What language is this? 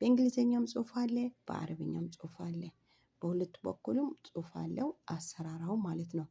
Amharic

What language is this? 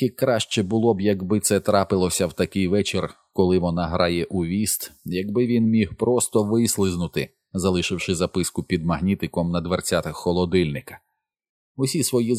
Ukrainian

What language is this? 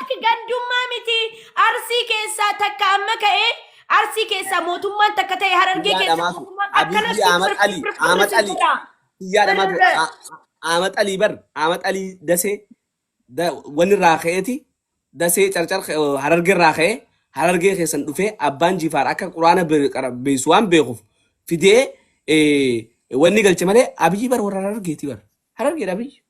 Oromo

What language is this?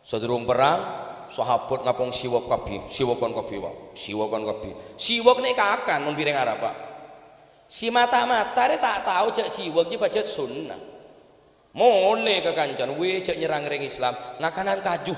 Madurese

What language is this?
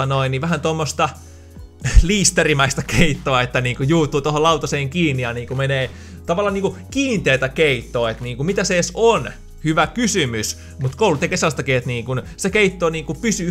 Finnish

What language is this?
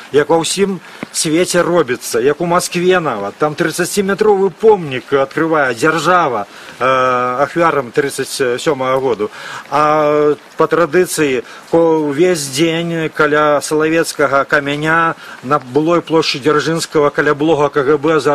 Belarusian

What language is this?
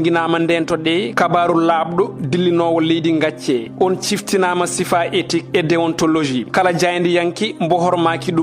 Fula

